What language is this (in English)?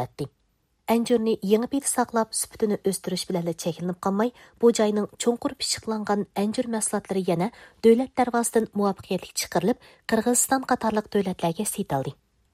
Uyghur